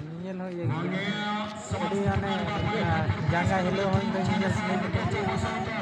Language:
Santali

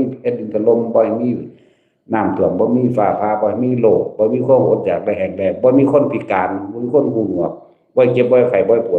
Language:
Northeastern Thai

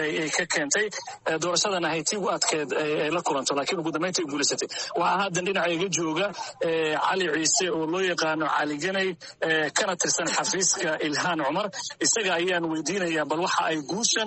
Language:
Somali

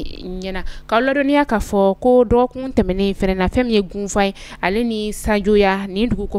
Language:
Bambara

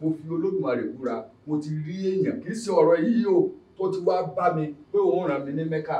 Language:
Yoruba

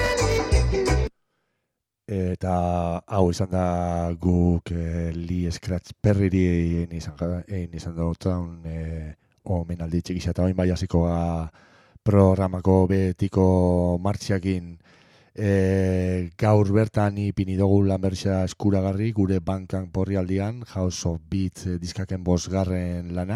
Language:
Basque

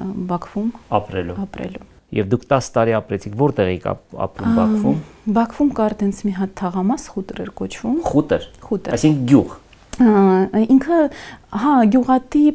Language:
Armenian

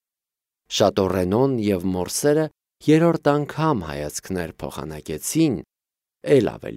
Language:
Armenian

